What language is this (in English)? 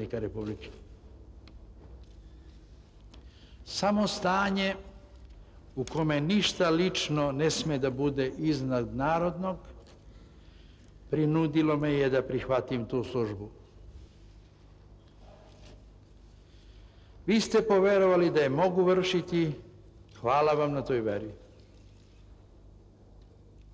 Serbian